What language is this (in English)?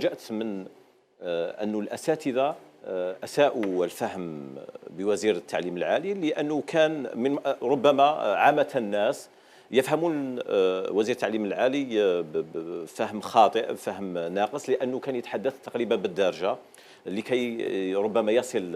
Algerian Arabic